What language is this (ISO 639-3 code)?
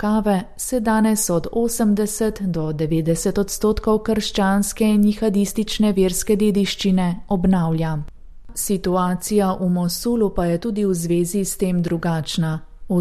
slv